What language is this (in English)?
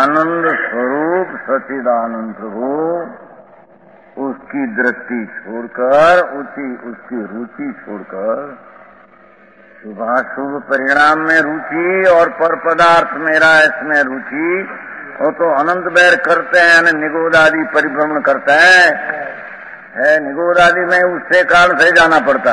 Hindi